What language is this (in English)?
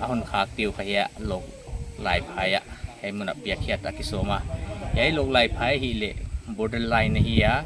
Paite Chin